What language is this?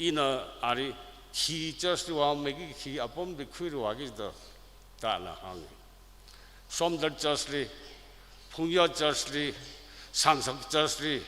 Tangkhul Naga (India)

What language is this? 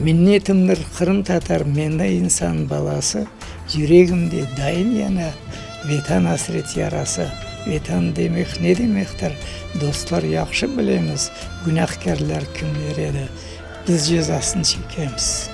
Crimean Tatar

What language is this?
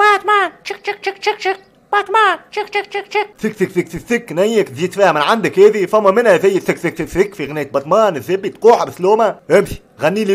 Tunisian Arabic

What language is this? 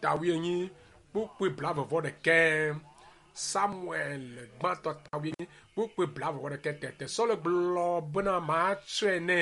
Ewe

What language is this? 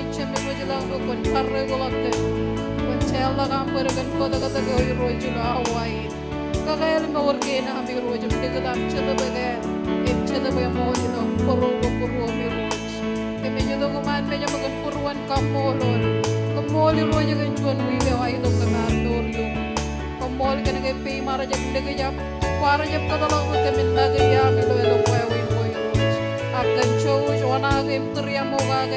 Marshallese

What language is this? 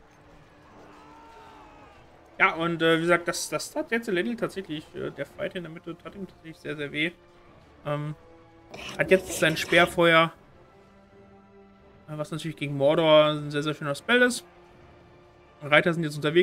German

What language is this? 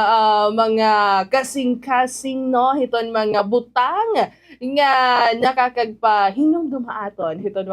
Waray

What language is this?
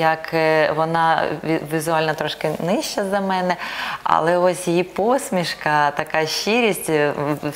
Ukrainian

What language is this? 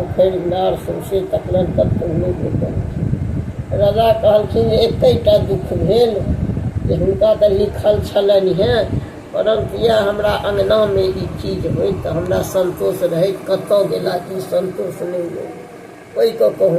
Maithili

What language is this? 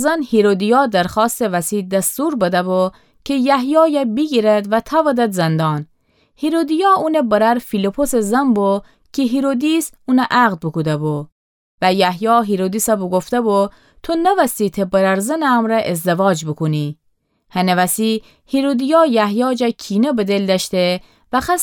Gilaki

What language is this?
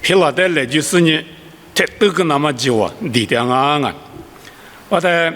Lisu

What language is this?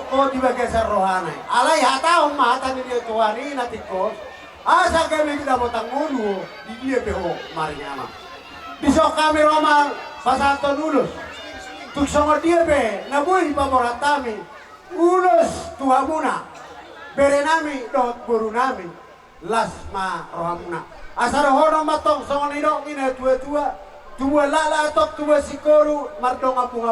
Batak Toba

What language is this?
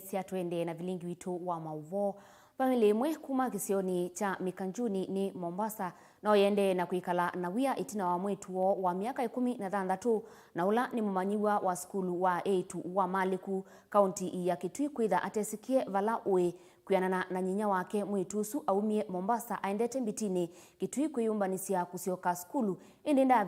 Kamba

